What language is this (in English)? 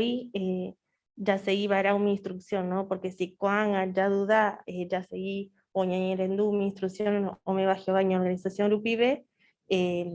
Guarani